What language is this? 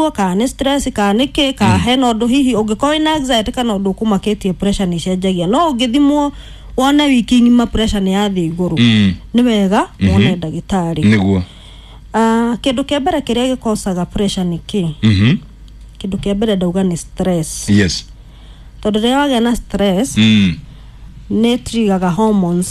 Kikuyu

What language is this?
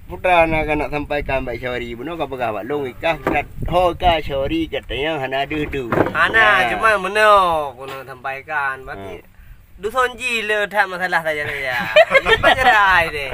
Achinese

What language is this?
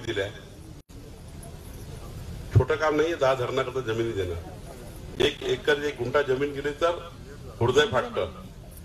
Marathi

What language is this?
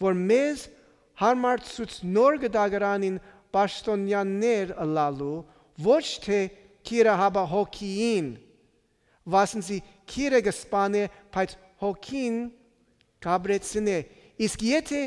Western Armenian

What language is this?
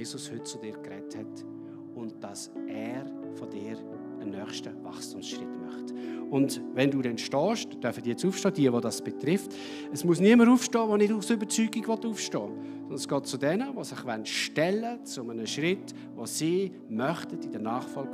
Swiss German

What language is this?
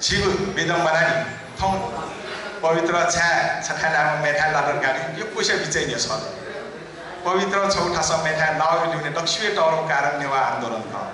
Newari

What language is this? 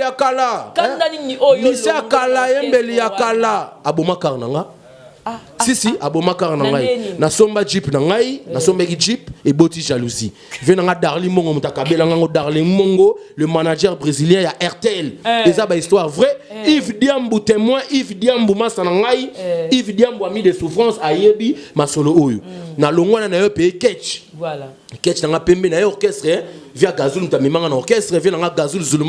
Lingala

